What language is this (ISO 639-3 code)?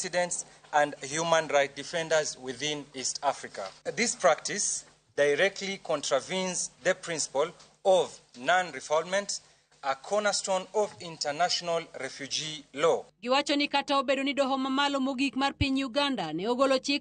luo